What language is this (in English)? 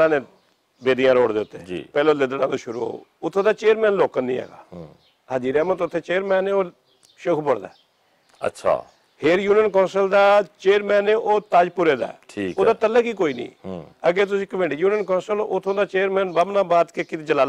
Western Panjabi